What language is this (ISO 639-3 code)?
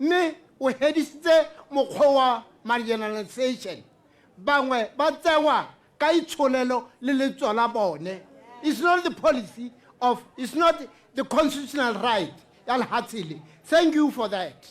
tsn